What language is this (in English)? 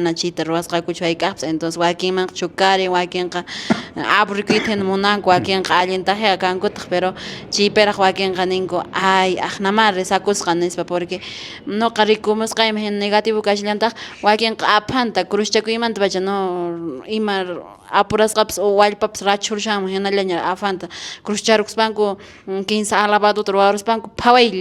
Quechua